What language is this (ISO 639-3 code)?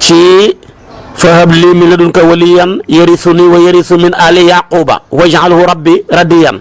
wol